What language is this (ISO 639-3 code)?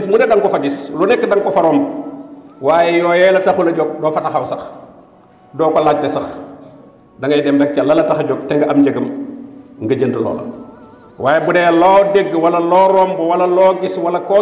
wol